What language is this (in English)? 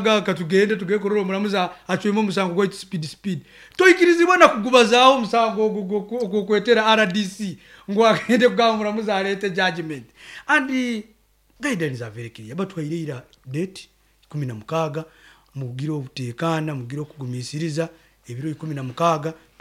Nyankole